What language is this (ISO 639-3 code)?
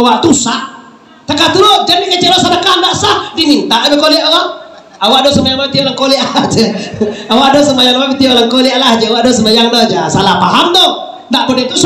min